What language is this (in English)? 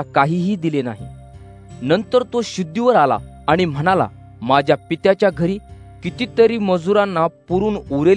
Marathi